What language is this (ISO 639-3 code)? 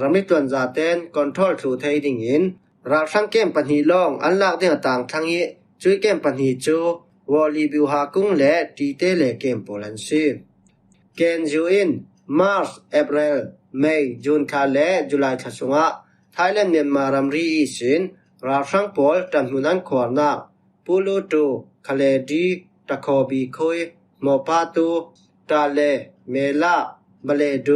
cfm